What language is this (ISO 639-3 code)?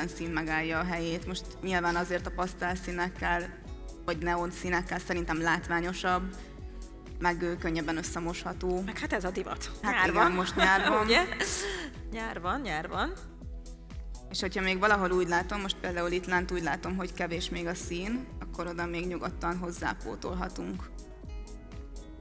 hun